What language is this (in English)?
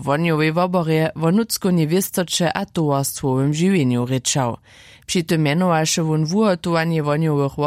Upper Sorbian